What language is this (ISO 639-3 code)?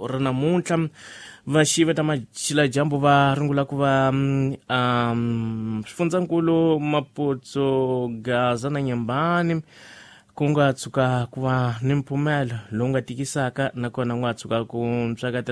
tso